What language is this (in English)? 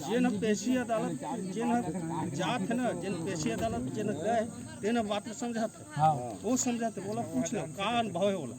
Chhattisgarhi